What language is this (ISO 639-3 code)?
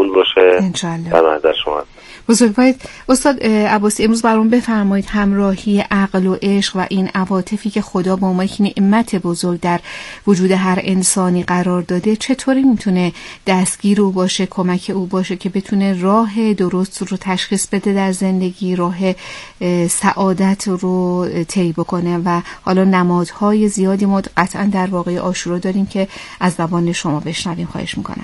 fas